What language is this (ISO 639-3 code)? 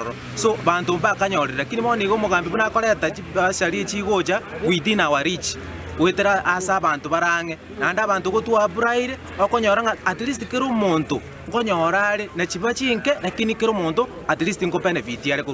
guz